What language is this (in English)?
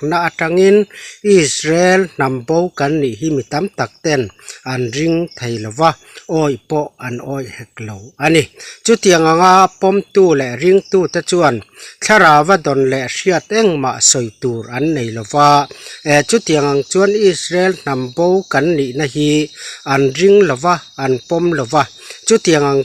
Mizo